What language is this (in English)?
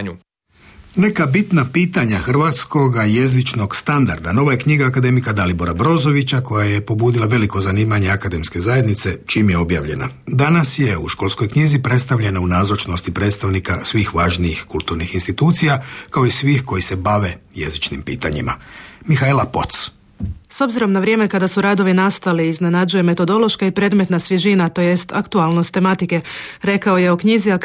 Croatian